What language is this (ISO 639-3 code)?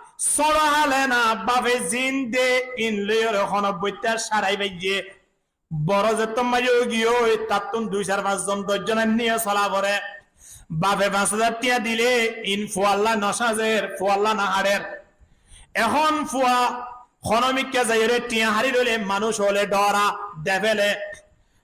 rhg